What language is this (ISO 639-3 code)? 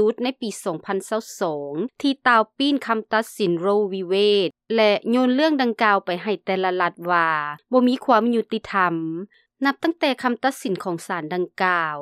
lao